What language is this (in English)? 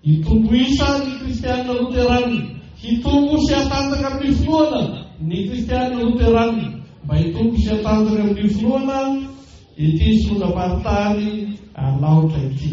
Malagasy